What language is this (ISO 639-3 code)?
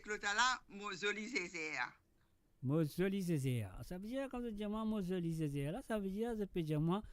mfe